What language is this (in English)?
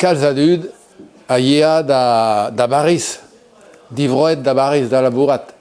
Breton